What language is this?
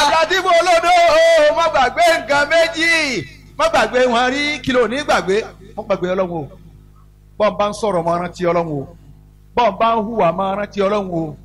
Yoruba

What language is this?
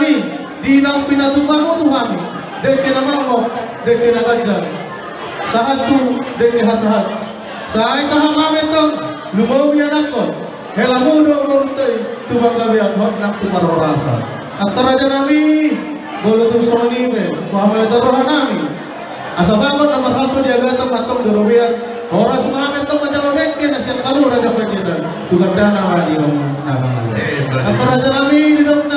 Batak Toba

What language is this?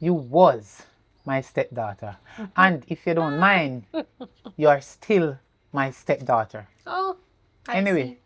Jamaican Creole English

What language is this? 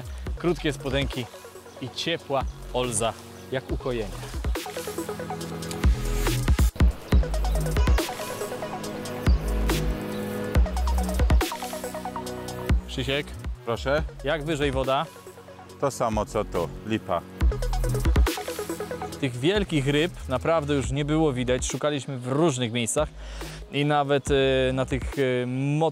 Polish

